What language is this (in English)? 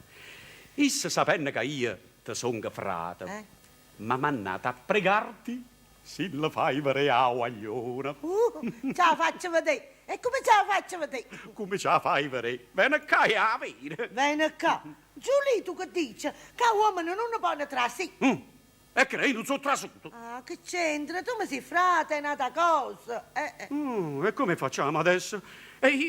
Neapolitan